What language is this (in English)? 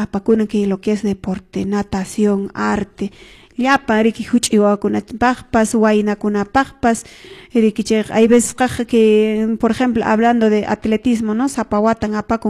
Quechua